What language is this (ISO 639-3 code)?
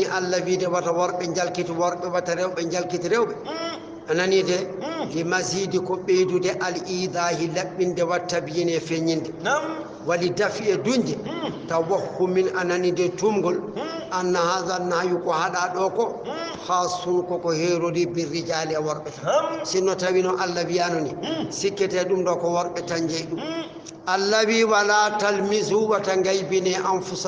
ful